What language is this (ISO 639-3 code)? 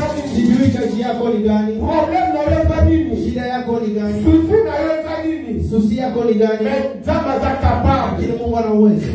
swa